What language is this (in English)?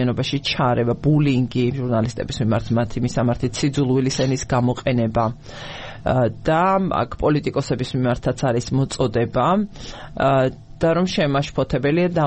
Georgian